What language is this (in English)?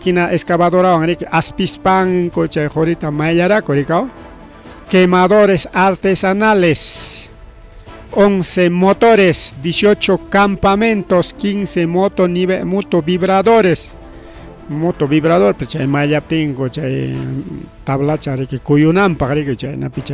Ayacucho Quechua